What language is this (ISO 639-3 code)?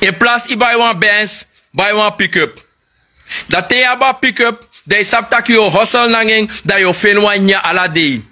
srn